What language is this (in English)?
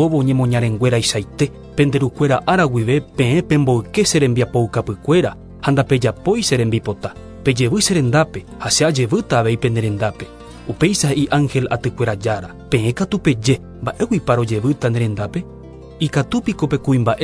Guarani